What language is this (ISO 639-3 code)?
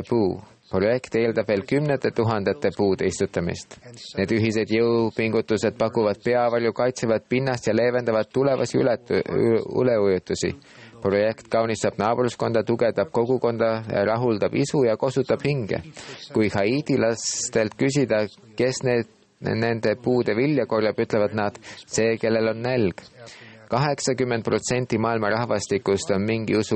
est